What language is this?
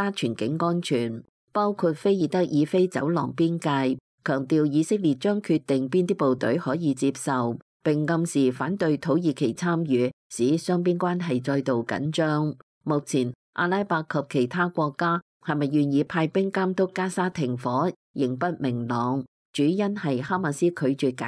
Cantonese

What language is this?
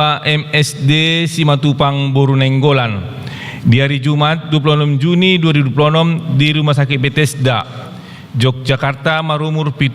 Batak Toba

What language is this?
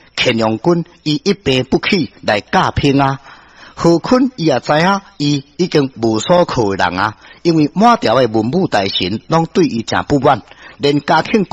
Min Nan Chinese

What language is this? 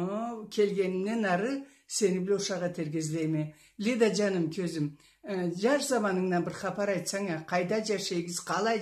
Karachay-Balkar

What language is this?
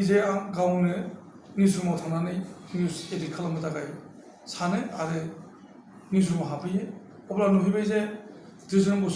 Bodo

